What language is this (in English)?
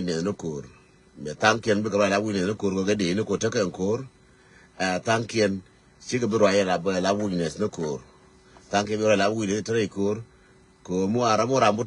Nuer